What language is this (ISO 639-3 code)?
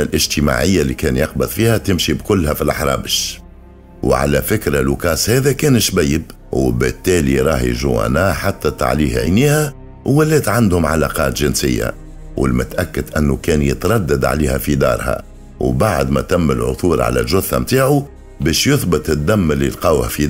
aeb